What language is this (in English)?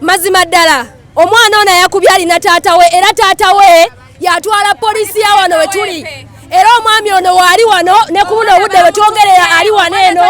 Ganda